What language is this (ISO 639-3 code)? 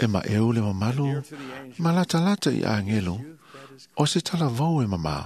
smo